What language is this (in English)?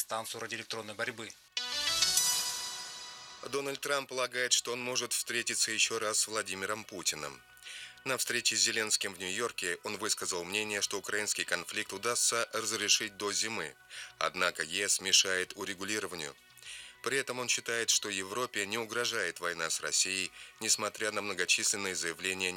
Russian